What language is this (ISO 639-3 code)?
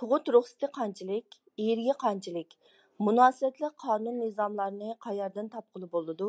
uig